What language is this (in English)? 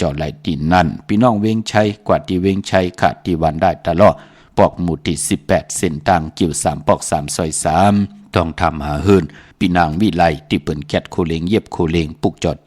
Shan